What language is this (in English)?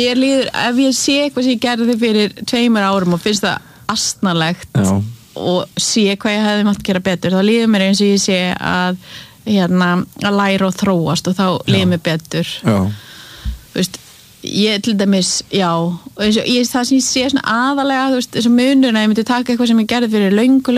Icelandic